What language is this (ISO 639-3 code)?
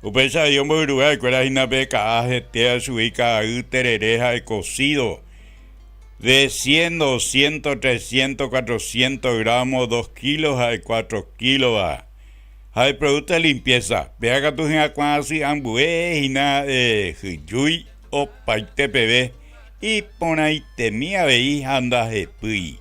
grn